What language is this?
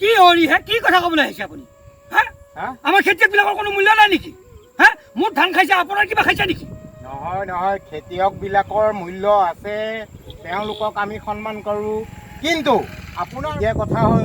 Assamese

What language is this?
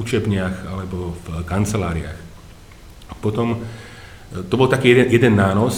Slovak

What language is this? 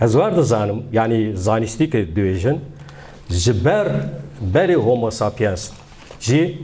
Kurdish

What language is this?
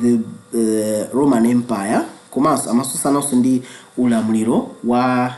Nyanja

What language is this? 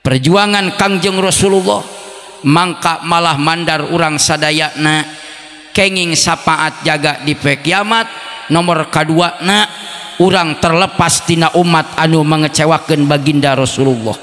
Sundanese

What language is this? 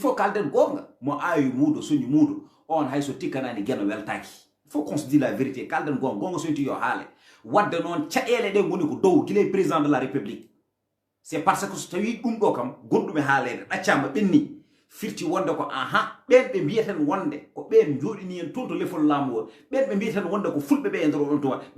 Fula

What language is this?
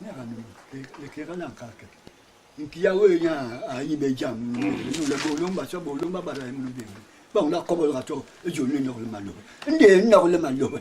Basaa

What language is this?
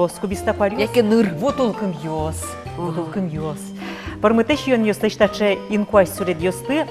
Udmurt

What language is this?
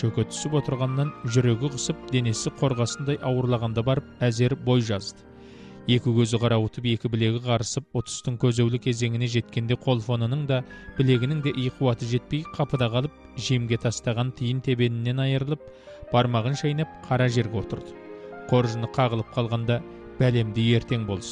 Kazakh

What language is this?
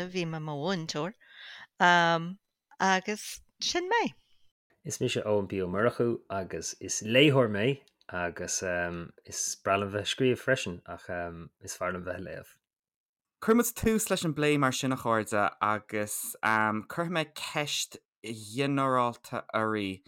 Irish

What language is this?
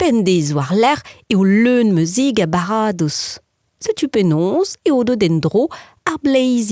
Breton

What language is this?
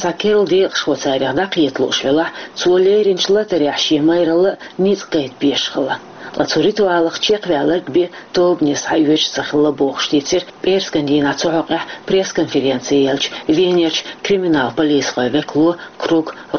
Chechen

